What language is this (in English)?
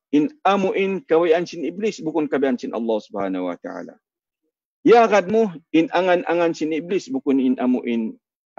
Tausug